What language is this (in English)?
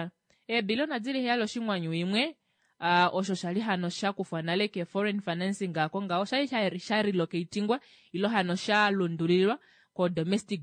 Kuanyama